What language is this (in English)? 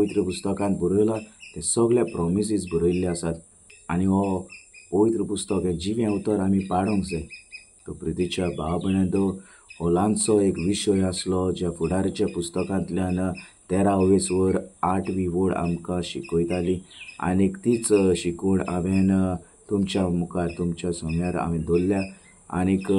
Konkani